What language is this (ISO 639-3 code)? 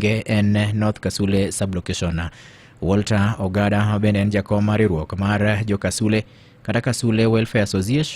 luo